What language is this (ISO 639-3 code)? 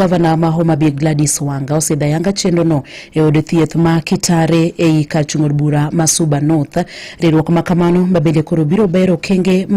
luo